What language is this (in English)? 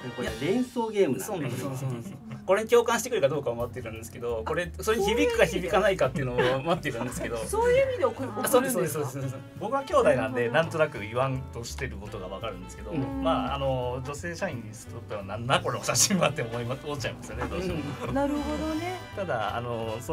Japanese